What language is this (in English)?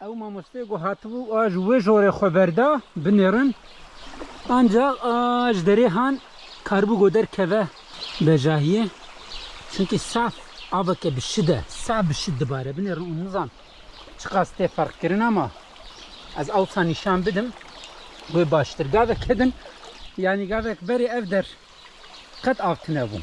Kurdish